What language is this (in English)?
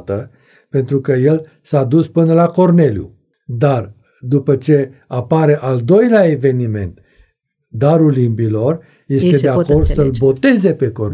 Romanian